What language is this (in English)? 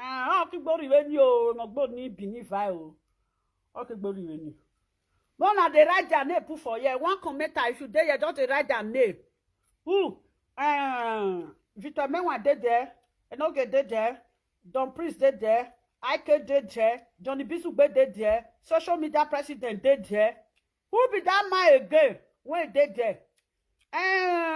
Nigerian Pidgin